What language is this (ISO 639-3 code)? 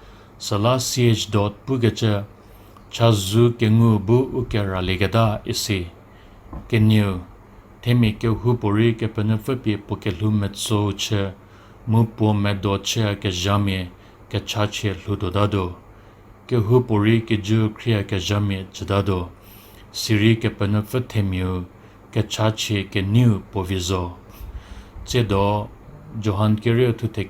njm